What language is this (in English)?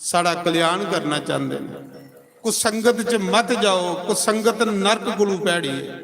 Dogri